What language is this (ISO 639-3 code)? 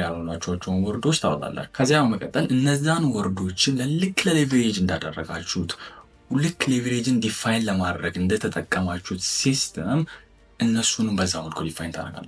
amh